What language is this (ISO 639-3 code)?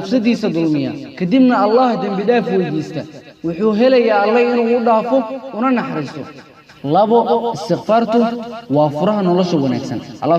som